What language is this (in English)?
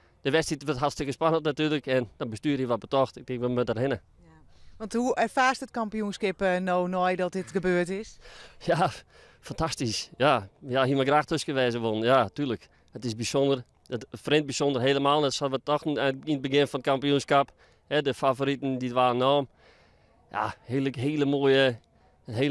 Western Frisian